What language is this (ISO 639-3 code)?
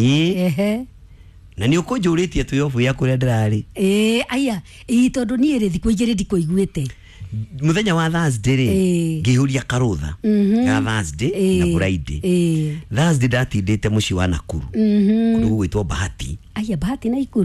kik